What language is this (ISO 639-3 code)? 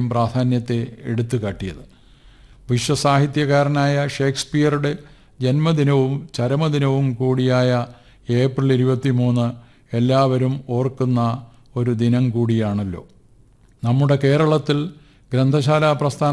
mal